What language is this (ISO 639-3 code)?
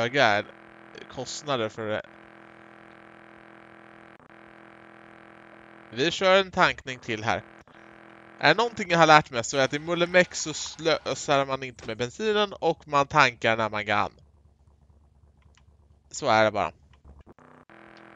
swe